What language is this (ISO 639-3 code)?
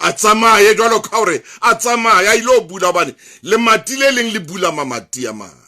sot